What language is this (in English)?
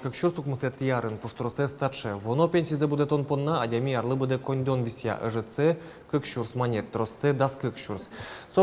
Udmurt